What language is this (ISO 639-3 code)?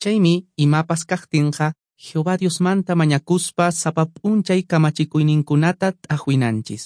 que